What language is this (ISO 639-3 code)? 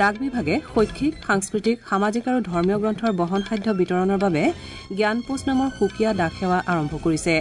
asm